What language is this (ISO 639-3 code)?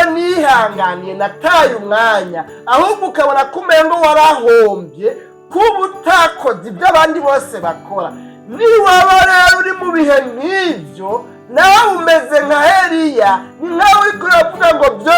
run